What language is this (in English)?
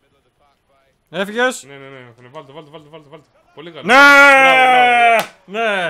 Greek